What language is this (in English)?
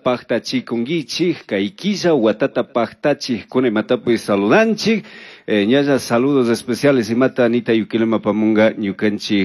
Chimborazo Highland Quichua